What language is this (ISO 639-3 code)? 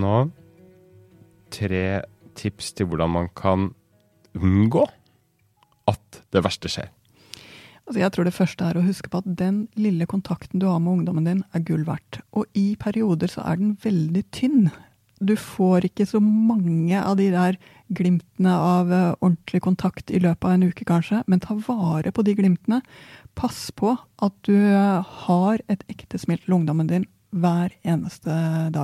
nor